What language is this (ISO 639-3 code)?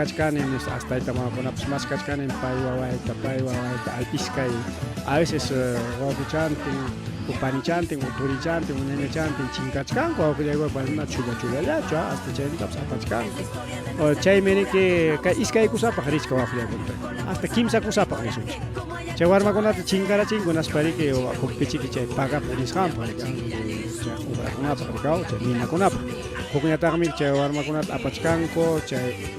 quy